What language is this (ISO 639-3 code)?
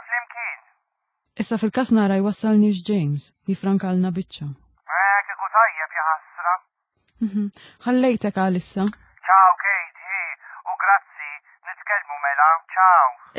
mlt